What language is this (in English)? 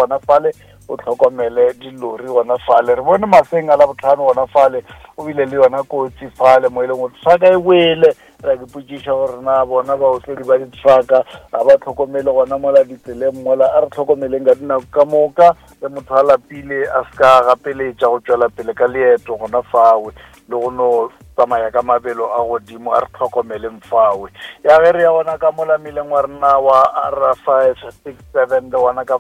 Northern Sotho